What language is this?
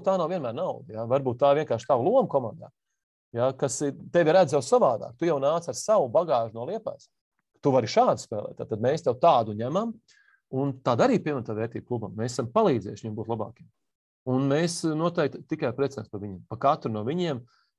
Latvian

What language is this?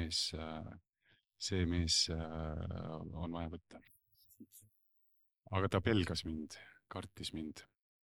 Estonian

